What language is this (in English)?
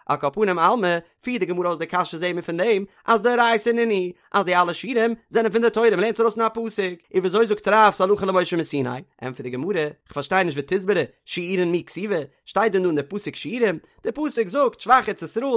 Yiddish